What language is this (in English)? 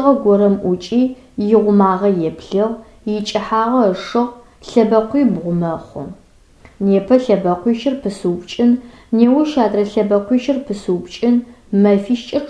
Adyghe